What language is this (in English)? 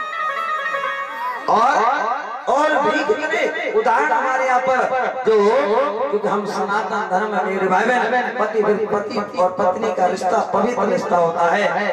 Hindi